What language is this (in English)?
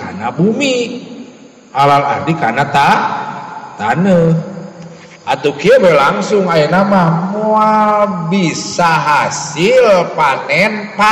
Sundanese